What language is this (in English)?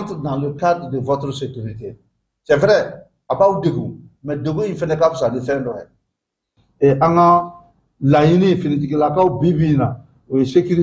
Bambara